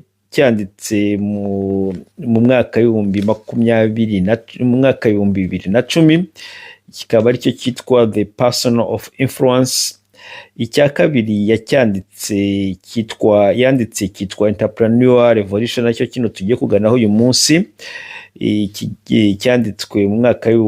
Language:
Kinyarwanda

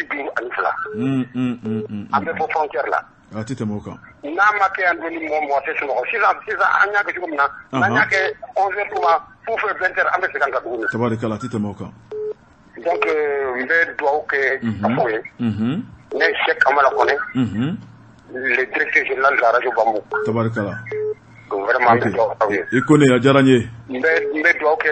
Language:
Bambara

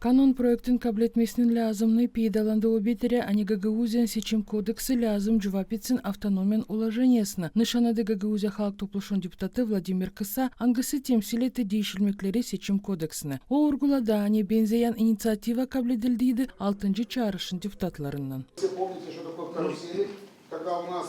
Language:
Gagauz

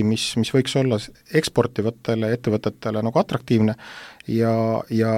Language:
Estonian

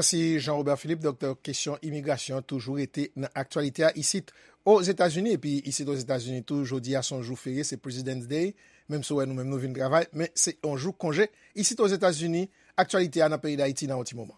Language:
Haitian Creole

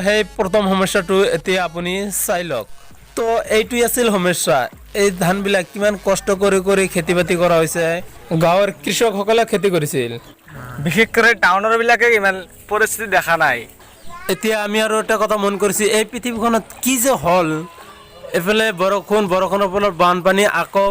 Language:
Assamese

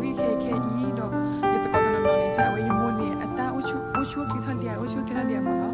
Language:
S'gaw Karen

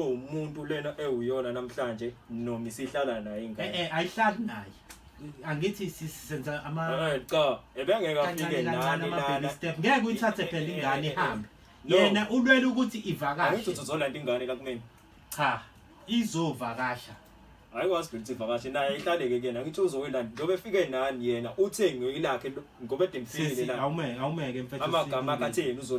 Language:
Zulu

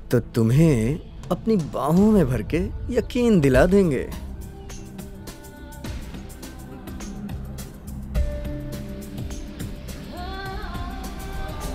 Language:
Hindi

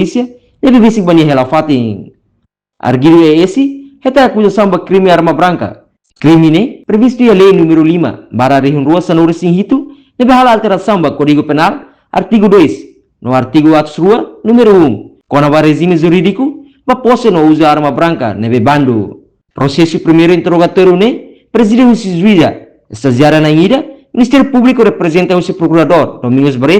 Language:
Tetum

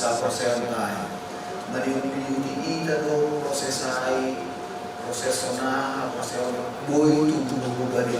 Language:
Batak Simalungun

